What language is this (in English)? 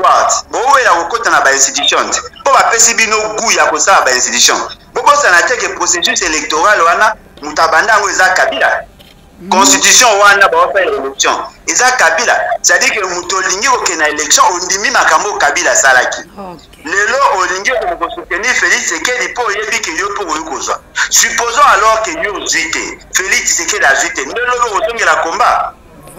Lingala